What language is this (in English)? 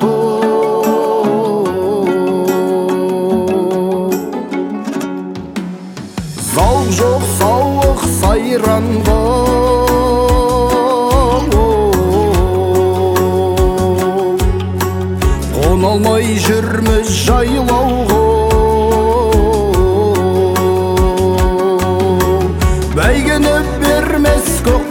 Kazakh